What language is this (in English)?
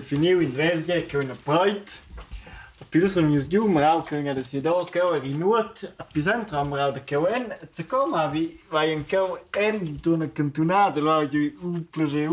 Romansh